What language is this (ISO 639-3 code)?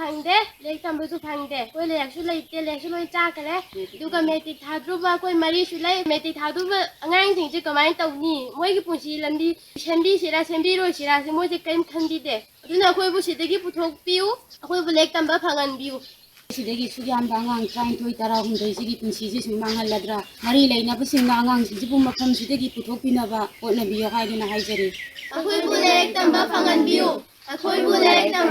mni